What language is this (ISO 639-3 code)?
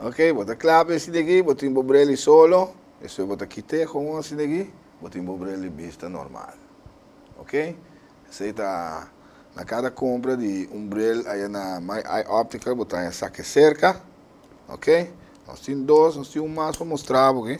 pap